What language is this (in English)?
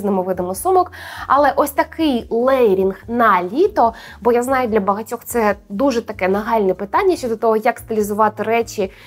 Ukrainian